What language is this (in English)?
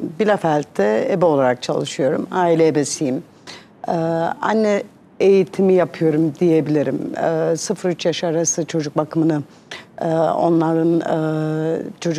Turkish